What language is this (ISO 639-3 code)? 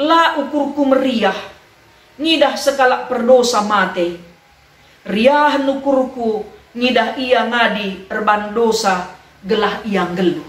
btx